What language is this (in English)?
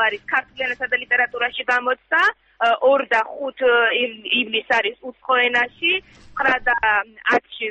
Georgian